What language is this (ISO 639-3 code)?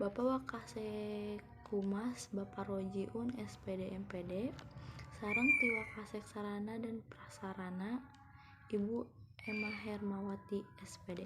sun